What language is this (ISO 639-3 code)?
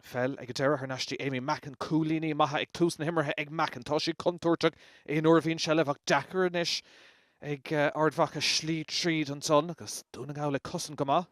gle